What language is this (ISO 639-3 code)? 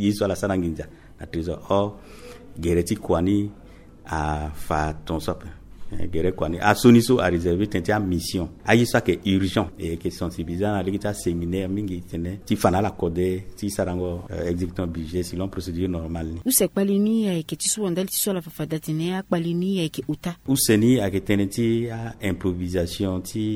sag